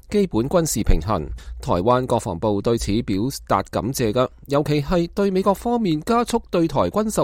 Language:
Cantonese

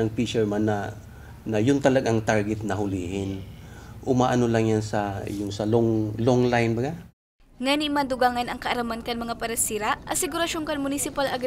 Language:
Bikol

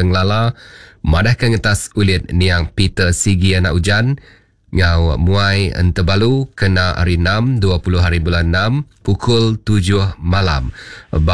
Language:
Iban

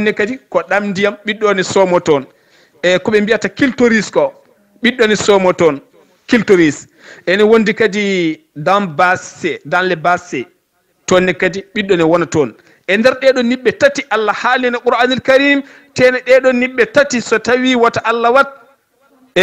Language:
Fula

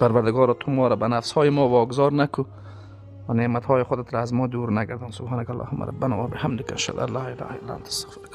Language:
Persian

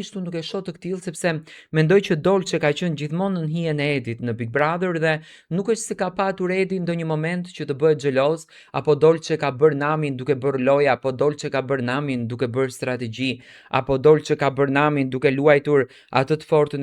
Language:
Albanian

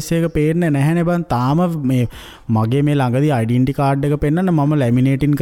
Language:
Sinhala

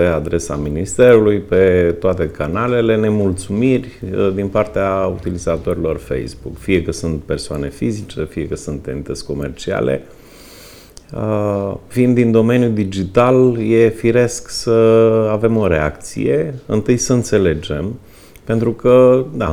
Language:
Romanian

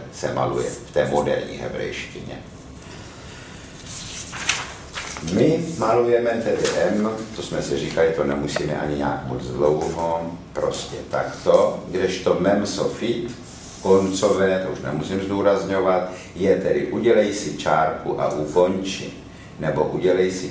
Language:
Czech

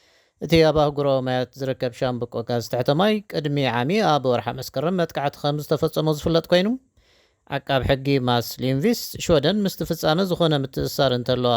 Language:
Tigrinya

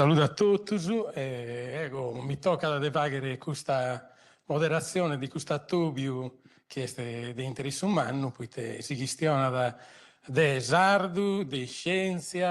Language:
Sardinian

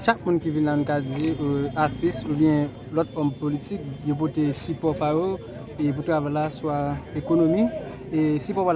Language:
Haitian Creole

